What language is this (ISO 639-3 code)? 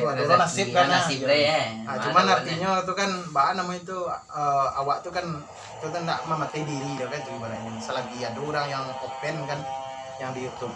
min